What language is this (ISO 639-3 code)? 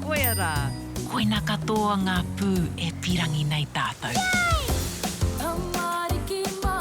mri